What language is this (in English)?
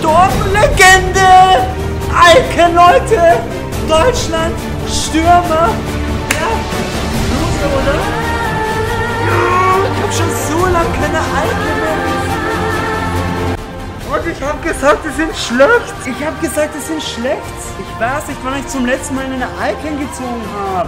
German